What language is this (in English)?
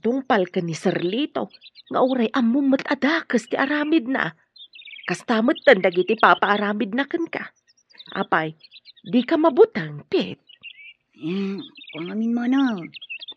Iloko